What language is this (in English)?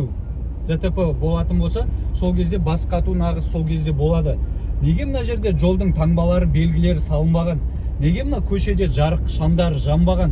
Kazakh